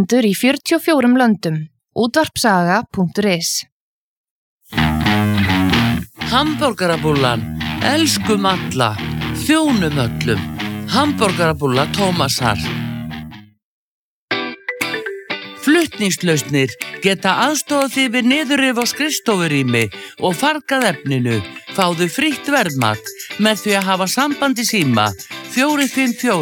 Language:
Icelandic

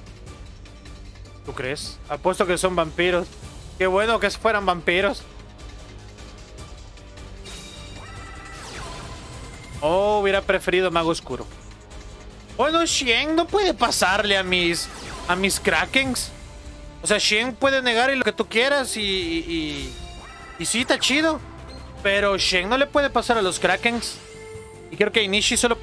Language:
Spanish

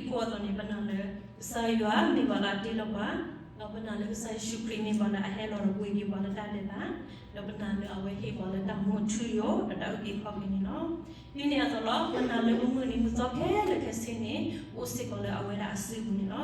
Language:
S'gaw Karen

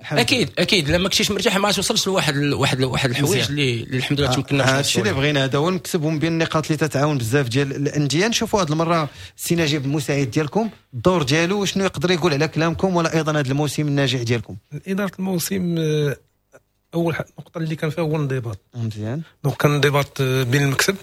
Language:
Moroccan Arabic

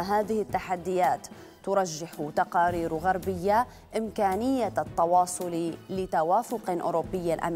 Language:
Arabic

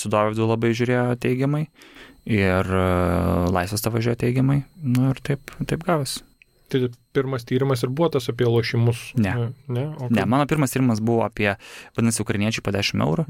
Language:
Lithuanian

